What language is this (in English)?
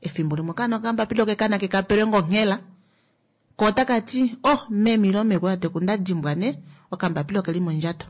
Kuanyama